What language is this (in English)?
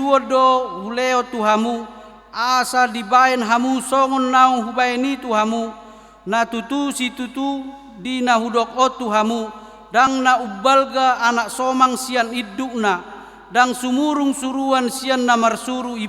Batak Toba